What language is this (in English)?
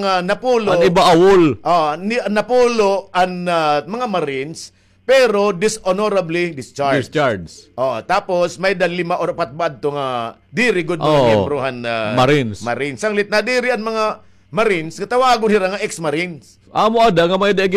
Waray